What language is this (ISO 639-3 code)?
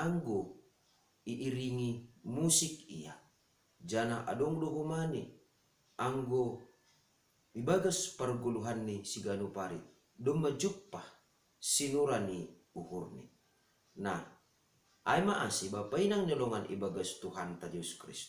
bts